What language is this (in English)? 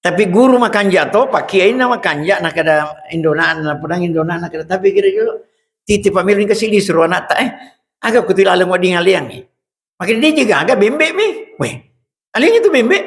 Buginese